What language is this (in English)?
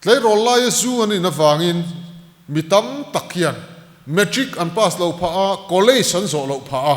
Mizo